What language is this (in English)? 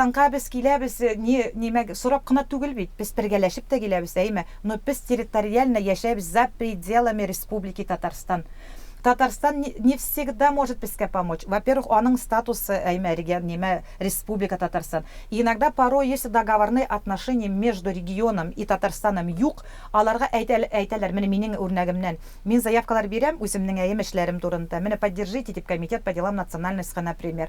Tatar